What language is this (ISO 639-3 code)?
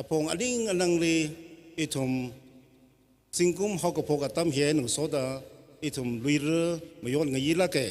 nmf